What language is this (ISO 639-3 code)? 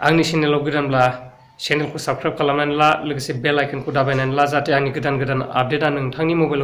brx